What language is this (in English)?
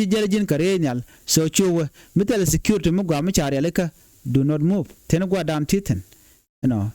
Nuer